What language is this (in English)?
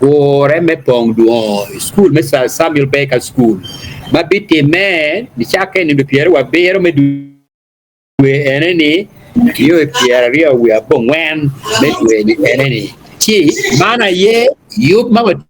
Acoli